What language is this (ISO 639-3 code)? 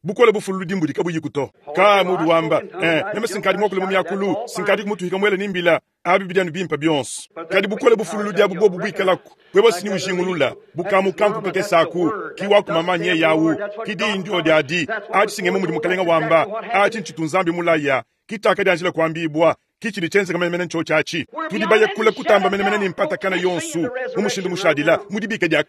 lua